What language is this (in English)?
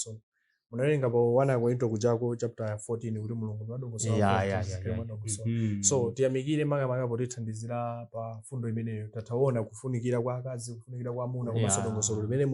Nyanja